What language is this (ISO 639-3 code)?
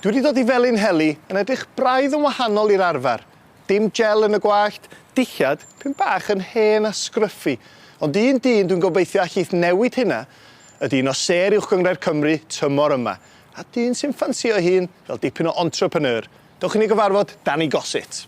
cym